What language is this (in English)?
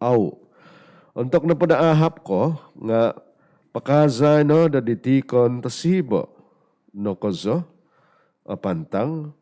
Central Dusun